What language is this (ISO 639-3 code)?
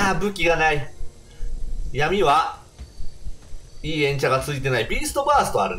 jpn